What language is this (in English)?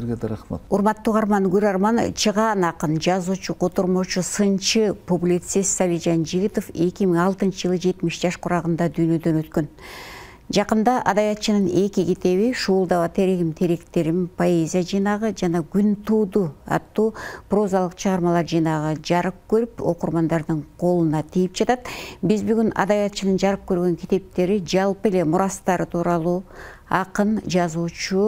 Kyrgyz